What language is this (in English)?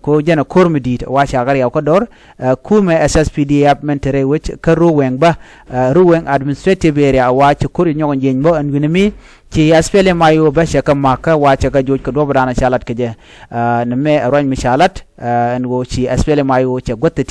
Nuer